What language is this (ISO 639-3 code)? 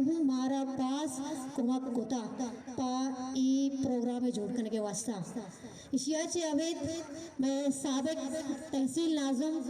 bal